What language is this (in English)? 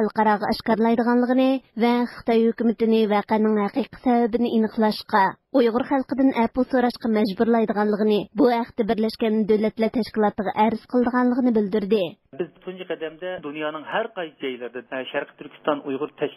Uyghur